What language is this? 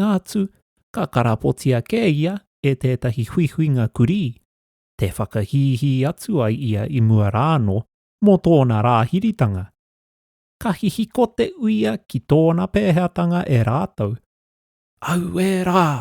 Māori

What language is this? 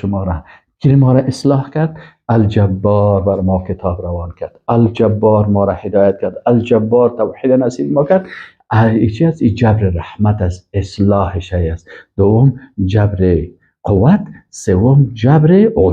Persian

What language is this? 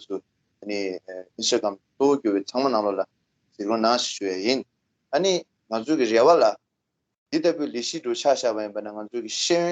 Tibetan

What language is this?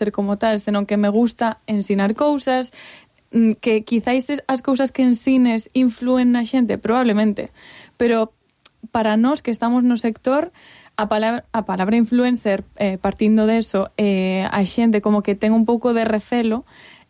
Galician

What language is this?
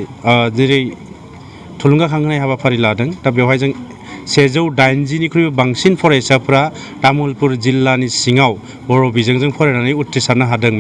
Bodo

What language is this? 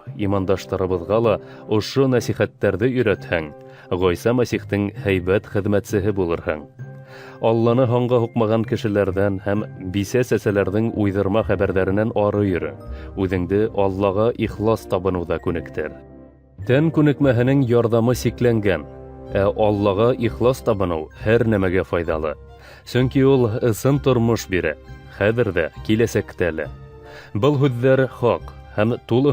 Bashkir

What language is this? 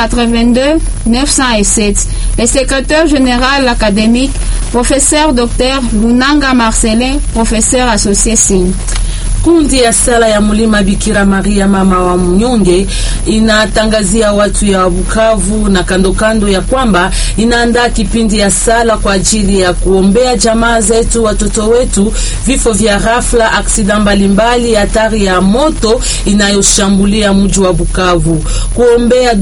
Swahili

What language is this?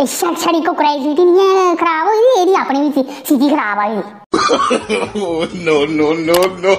Dogri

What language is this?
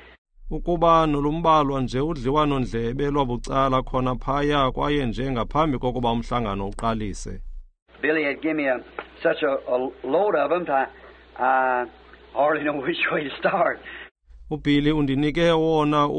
Xhosa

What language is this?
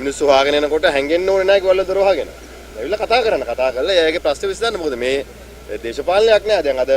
Sinhala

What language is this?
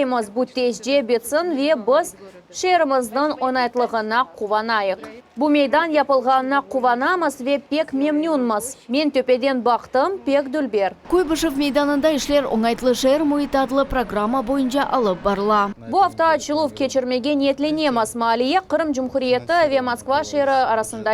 Crimean Tatar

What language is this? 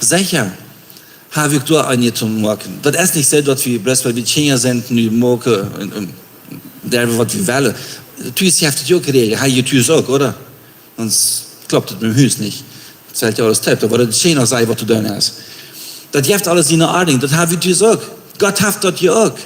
Plautdietsch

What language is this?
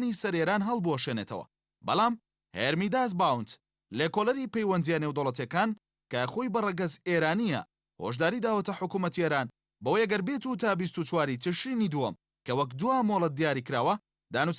Central Kurdish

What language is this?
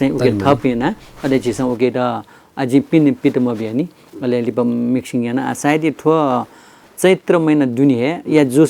Newari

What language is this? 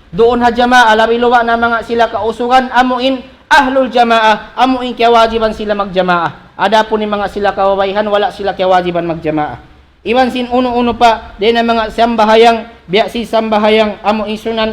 Tausug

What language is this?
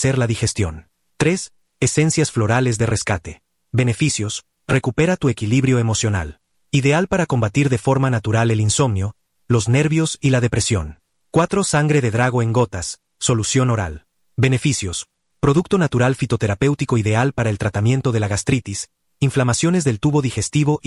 Spanish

